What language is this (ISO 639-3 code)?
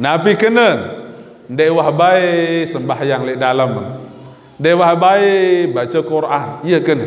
sas